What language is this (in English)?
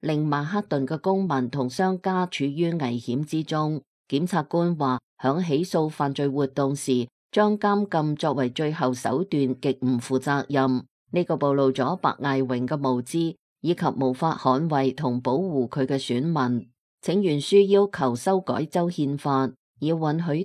Cantonese